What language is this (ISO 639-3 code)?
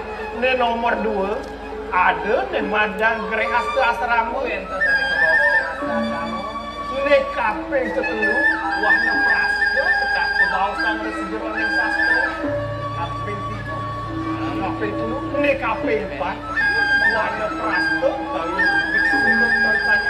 ban